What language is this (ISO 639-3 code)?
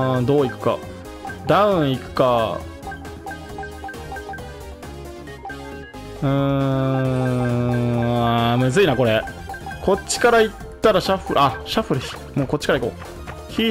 jpn